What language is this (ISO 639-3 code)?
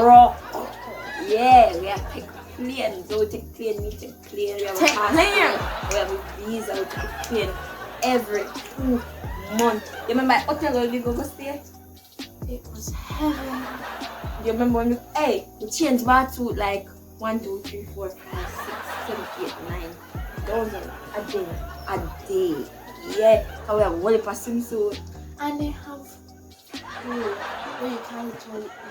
jam